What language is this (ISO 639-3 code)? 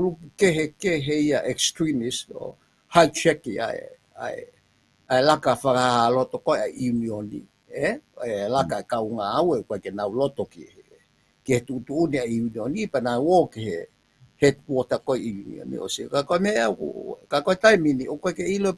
ton